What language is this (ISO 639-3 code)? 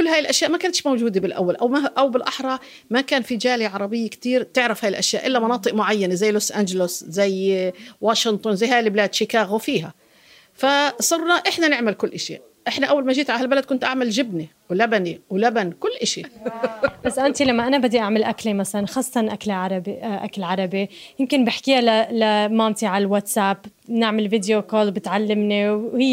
apc